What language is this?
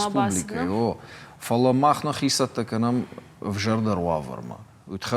Ossetic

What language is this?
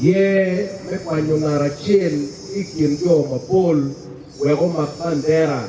Acoli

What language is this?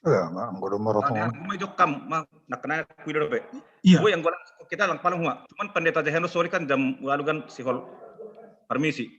Batak Simalungun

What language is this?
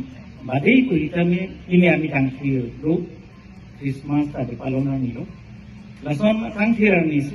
Karbi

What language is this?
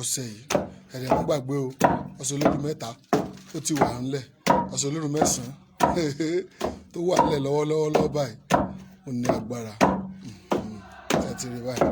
Yoruba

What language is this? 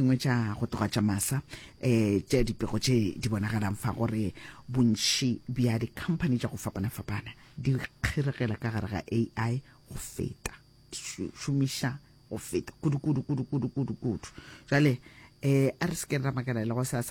Northern Sotho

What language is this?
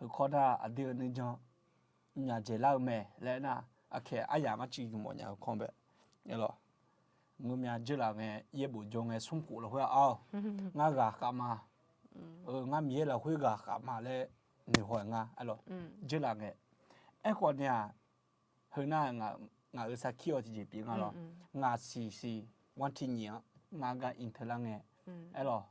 Akha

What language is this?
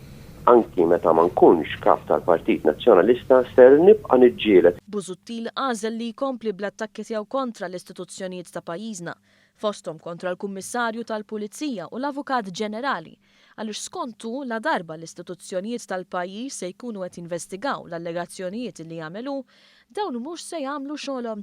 Maltese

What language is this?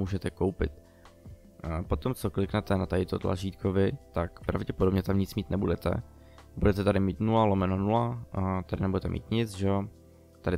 Czech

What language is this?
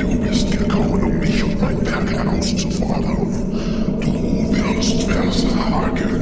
Bavarian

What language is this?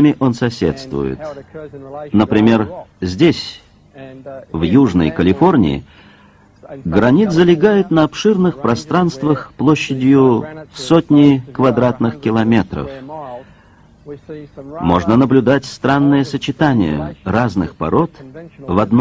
Russian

